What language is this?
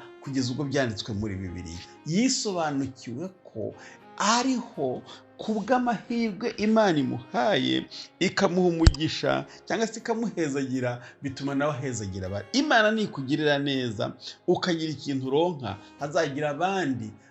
Kinyarwanda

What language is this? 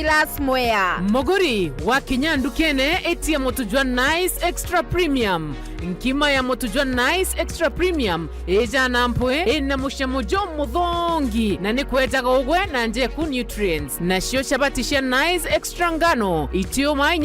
Meru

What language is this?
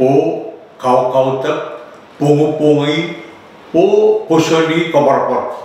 Pohnpeian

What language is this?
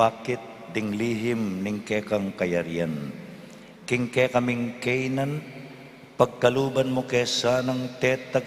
Pampanga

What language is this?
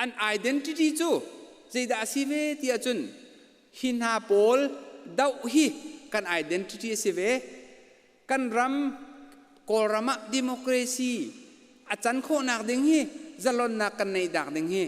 Hakha Chin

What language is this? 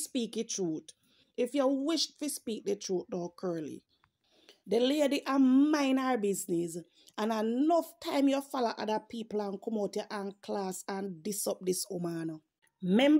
Jamaican Creole English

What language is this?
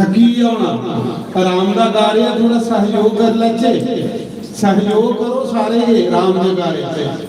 Dogri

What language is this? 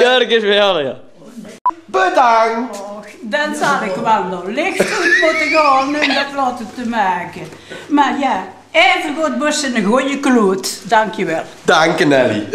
Limburgish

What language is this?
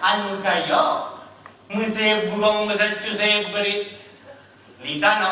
Sicilian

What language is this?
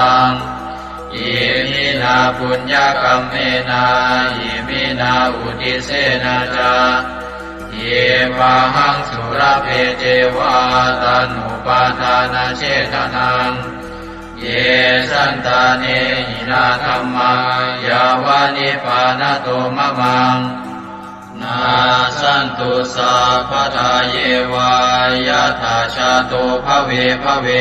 Pali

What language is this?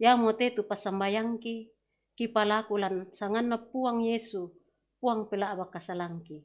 Toraja-Sa'dan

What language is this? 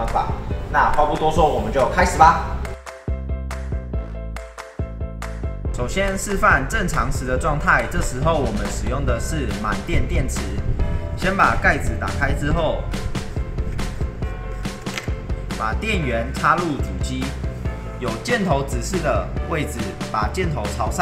Chinese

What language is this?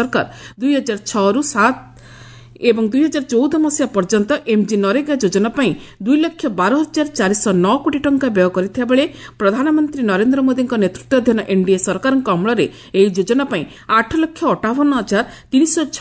Odia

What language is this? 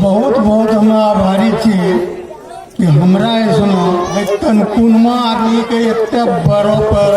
Angika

